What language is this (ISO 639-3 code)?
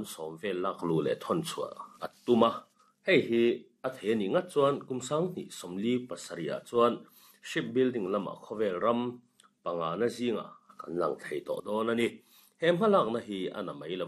lus